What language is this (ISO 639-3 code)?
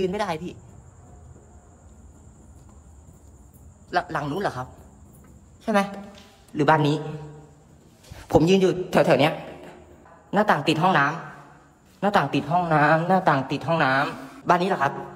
tha